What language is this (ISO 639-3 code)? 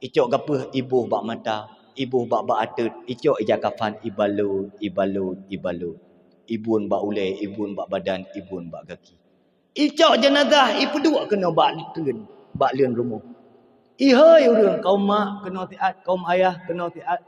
ace